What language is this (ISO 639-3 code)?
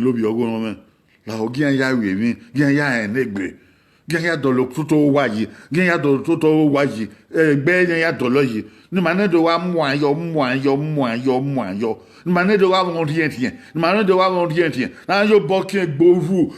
bin